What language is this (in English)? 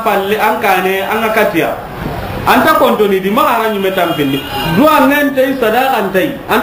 Soninke